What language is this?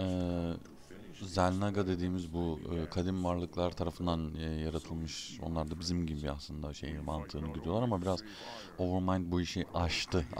Turkish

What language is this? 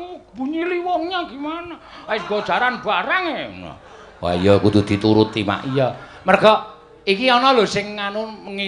Javanese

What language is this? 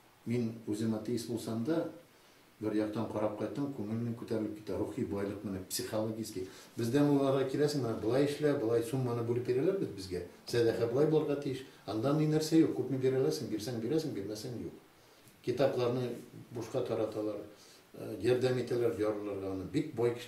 Tatar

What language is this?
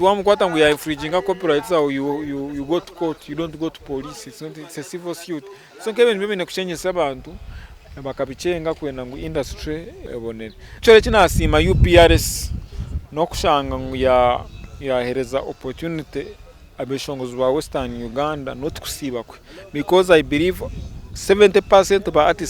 Nyankole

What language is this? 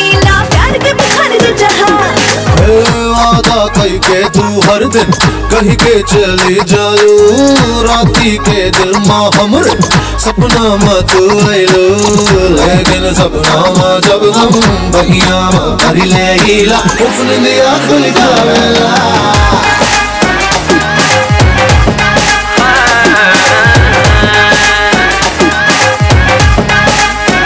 Bhojpuri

